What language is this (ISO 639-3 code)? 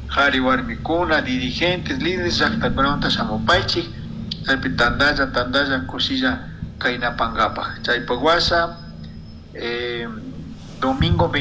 qug